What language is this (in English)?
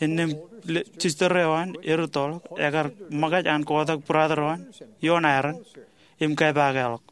Marshallese